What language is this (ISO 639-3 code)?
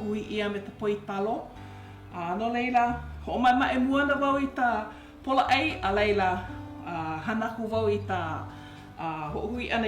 haw